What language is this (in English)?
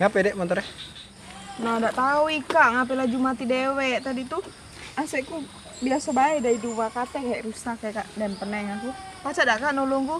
Musi